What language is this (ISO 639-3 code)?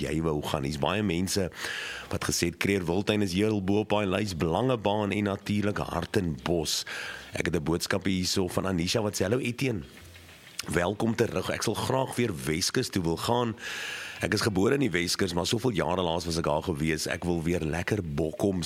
afr